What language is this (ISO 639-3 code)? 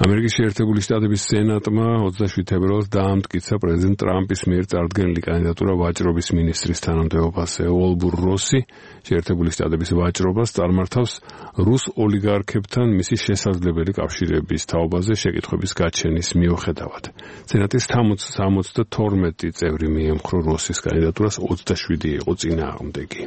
kat